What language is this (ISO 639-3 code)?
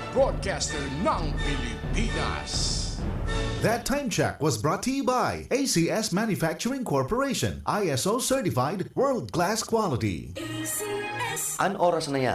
bik